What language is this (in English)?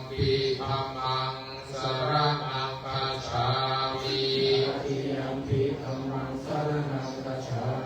Pali